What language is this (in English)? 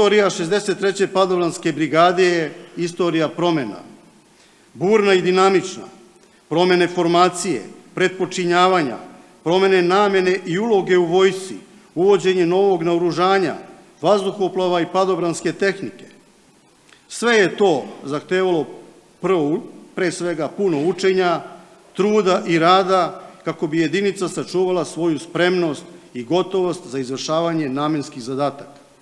Serbian